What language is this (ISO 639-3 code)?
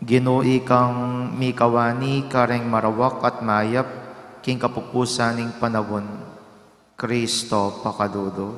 pam